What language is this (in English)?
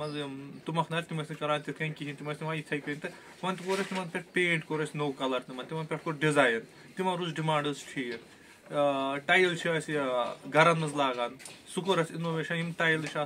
Kashmiri